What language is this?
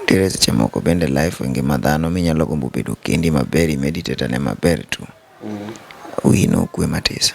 Luo (Kenya and Tanzania)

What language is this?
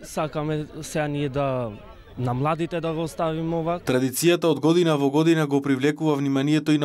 Macedonian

